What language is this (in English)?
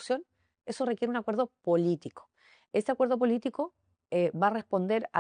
Spanish